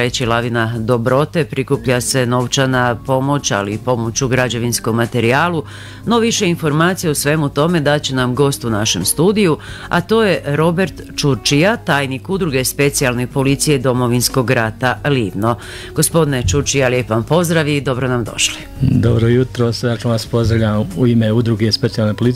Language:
Croatian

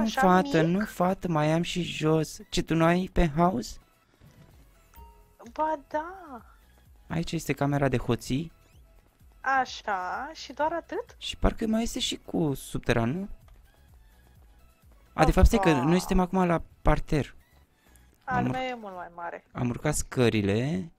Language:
Romanian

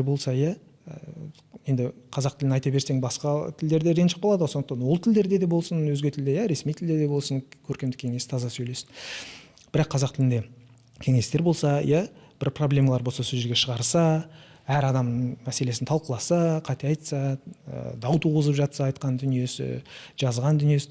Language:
Kazakh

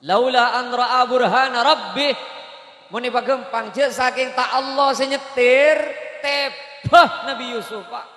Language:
Madurese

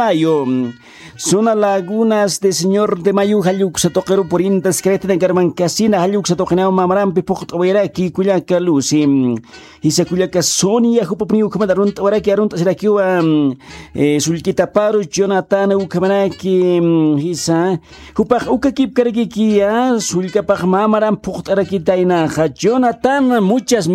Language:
Aymara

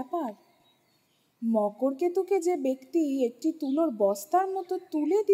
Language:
Bangla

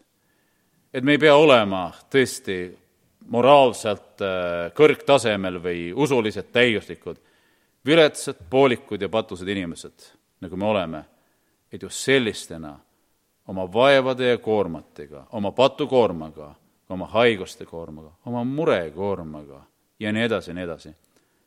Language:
Estonian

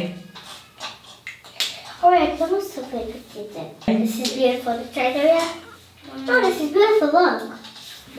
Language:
Hebrew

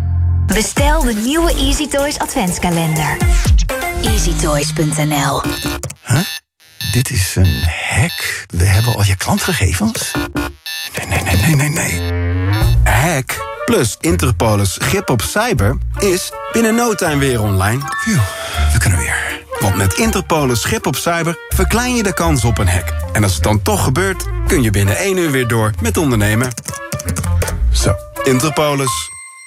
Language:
Dutch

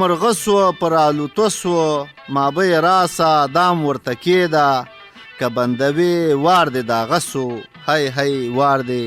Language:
Pashto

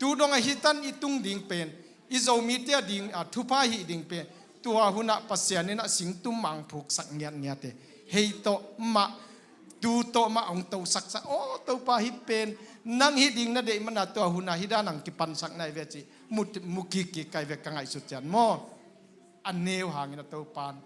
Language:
Tedim Chin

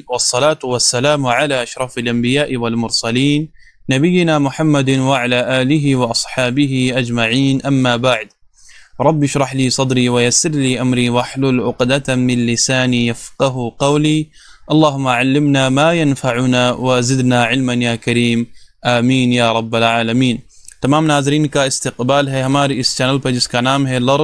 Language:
Urdu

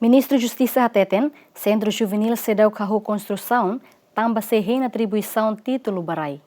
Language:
Tetum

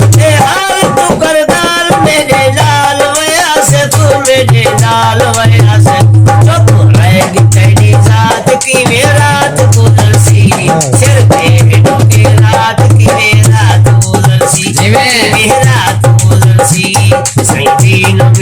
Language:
Saraiki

